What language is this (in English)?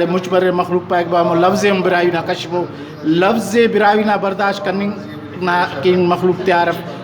Brahui